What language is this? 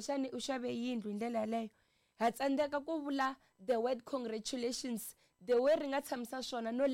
Tsonga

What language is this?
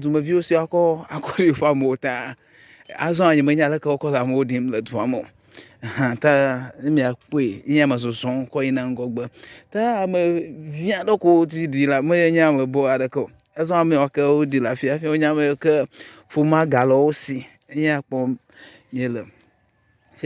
Ewe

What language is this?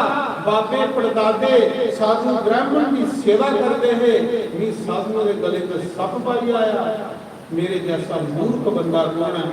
Dogri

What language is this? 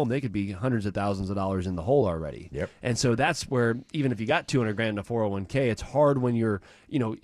English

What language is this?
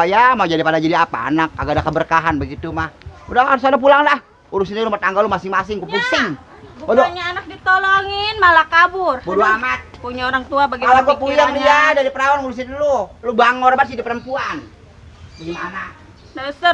Betawi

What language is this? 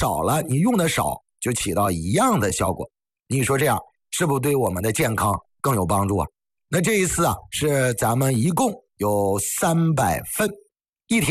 Chinese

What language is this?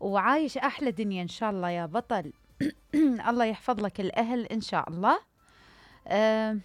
Mesopotamian Arabic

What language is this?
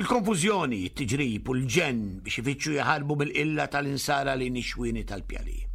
Maltese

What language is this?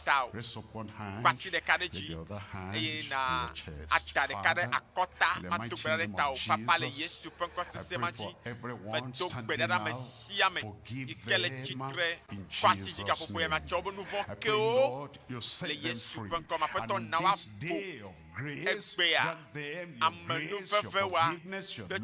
Ewe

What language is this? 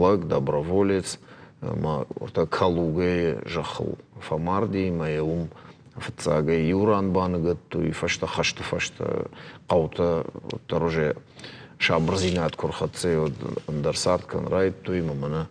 Ossetic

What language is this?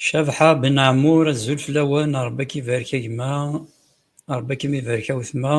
Kabyle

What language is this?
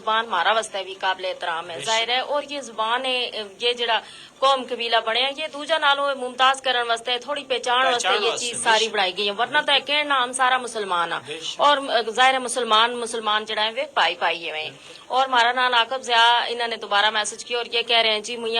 Gujari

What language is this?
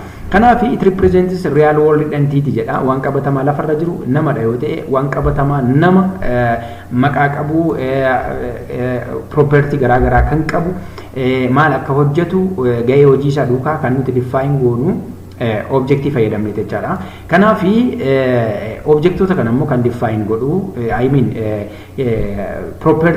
Oromo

